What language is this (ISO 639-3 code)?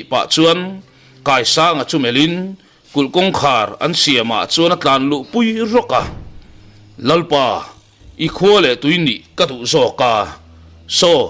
lus